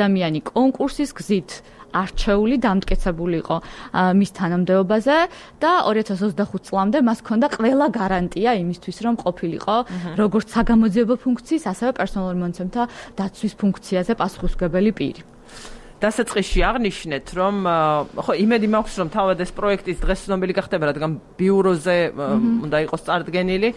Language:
Georgian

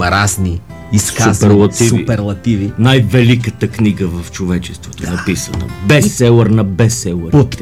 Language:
Bulgarian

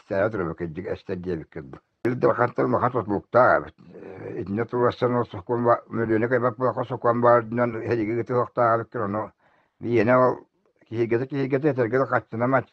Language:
Yakut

